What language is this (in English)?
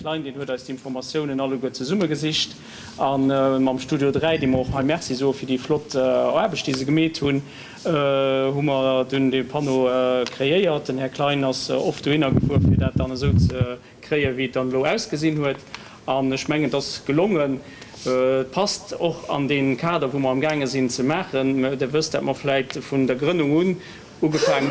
Luxembourgish